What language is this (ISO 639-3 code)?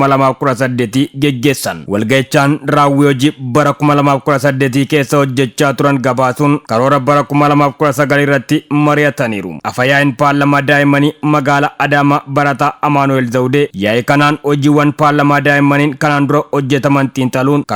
orm